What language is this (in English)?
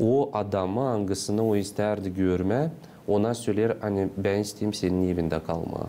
Gagauz